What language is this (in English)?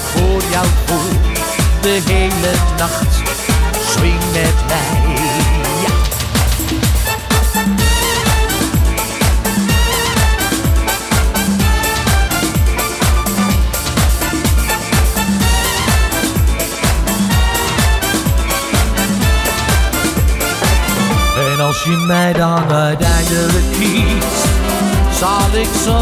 Dutch